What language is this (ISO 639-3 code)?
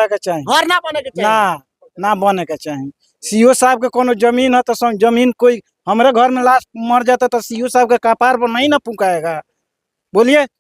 bho